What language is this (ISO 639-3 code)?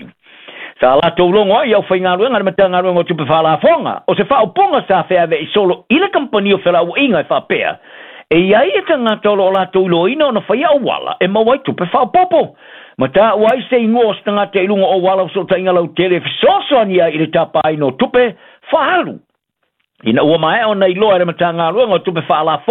smo